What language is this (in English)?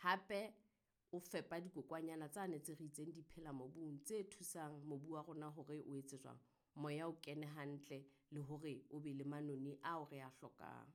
Southern Sotho